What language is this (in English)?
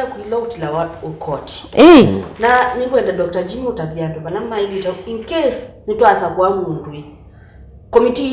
Kamba